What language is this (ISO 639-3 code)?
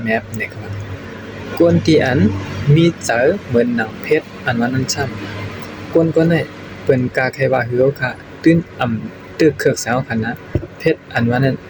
shn